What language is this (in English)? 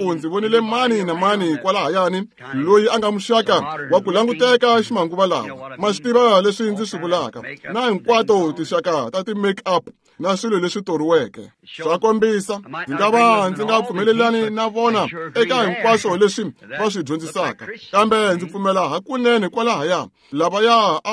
Tsonga